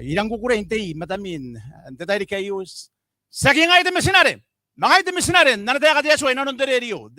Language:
Gilbertese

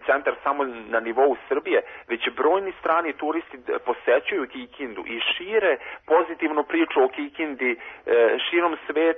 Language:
Serbian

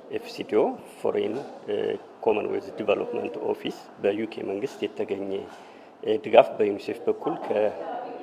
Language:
Amharic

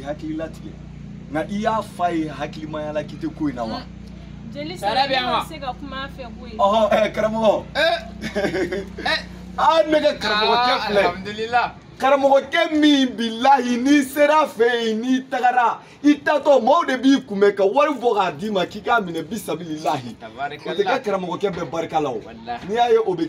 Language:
Bambara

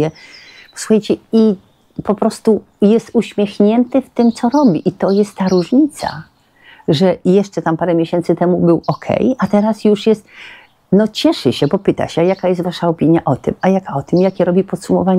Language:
Polish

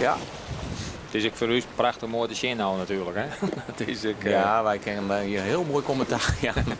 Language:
Western Frisian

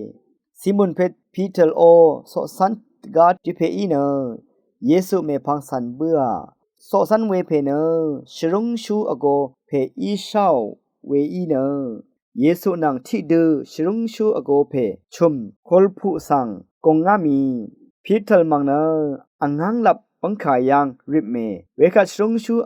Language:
Rawang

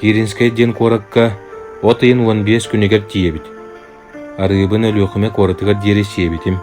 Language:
Yakut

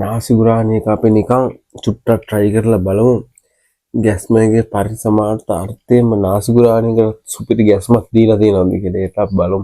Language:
Sinhala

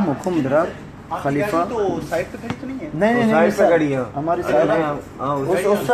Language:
Baluchi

